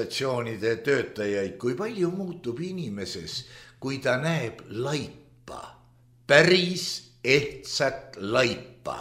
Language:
Estonian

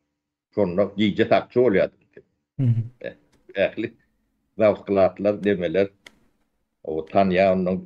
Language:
Turkmen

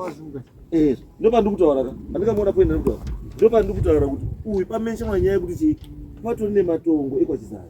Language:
Shona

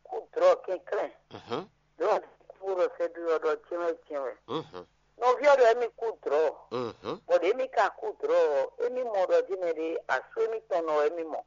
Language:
Fon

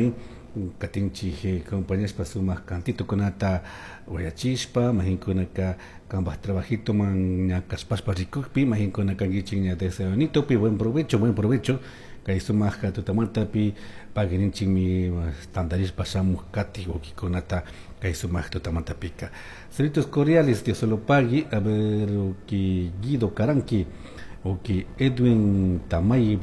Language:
Chimborazo Highland Quichua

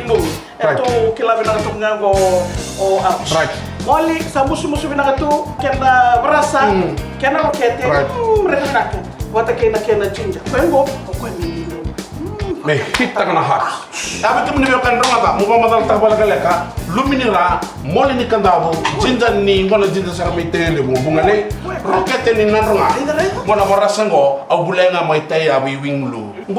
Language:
Fijian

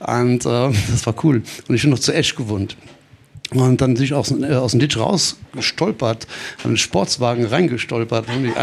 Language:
Luxembourgish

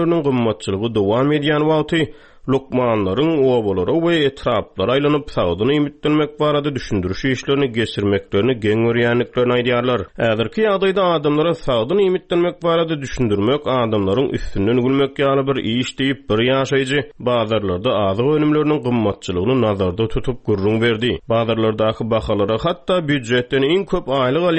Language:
Turkmen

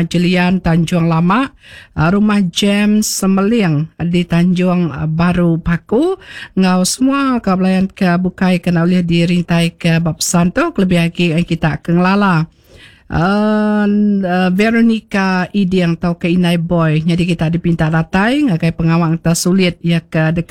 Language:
Iban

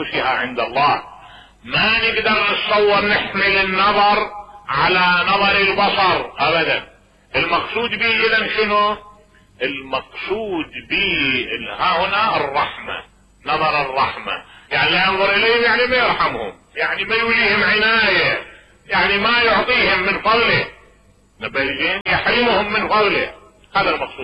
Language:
Mesopotamian Arabic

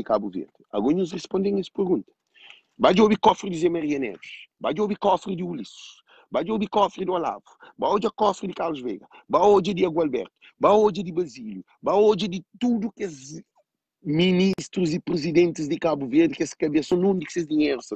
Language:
Kabuverdianu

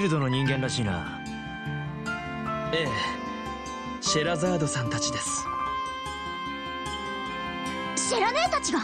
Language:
Japanese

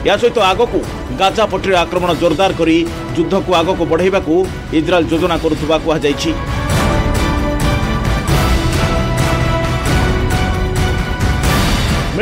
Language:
Odia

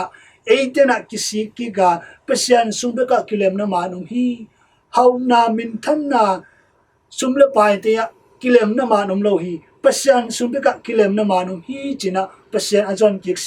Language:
Tedim Chin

